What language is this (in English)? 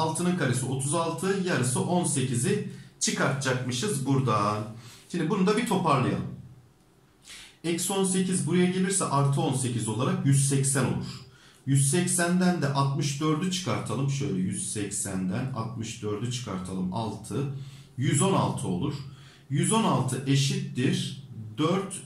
Turkish